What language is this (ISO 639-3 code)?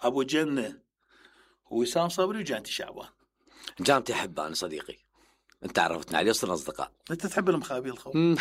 acm